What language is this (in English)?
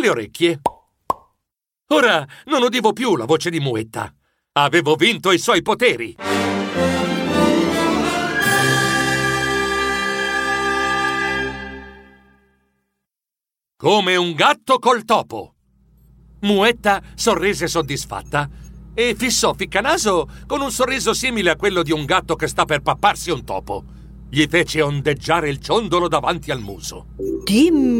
Italian